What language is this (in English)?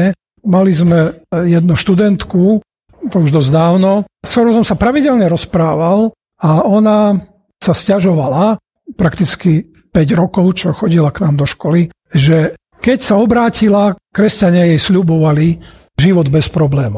Slovak